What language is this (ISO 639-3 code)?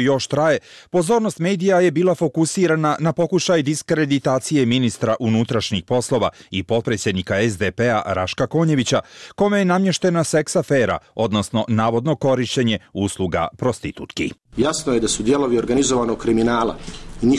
srp